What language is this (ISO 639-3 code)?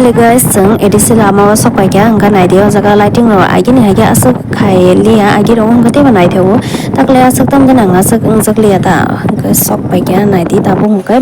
trp